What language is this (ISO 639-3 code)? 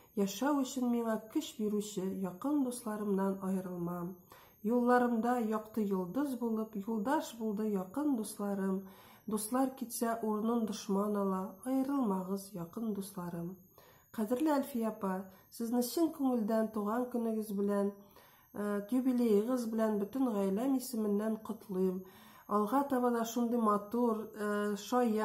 tat